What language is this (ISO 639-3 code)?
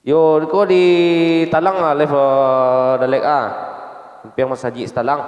min